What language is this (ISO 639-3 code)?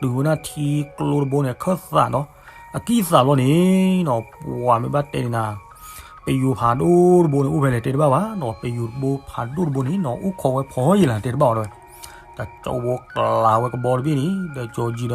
ksw